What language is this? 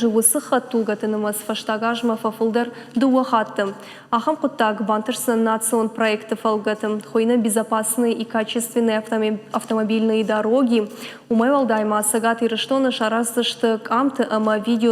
Ossetic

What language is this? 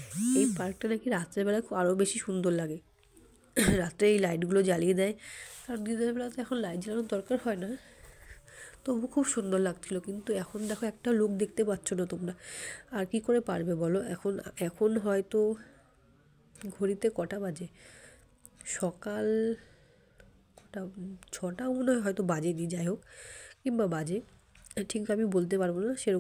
Bangla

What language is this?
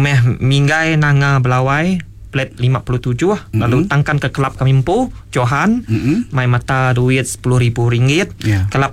Iban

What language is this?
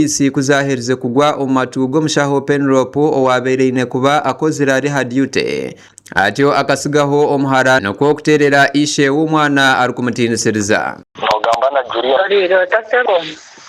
Nyankole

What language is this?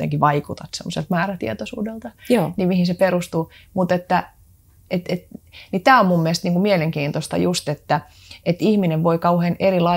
Finnish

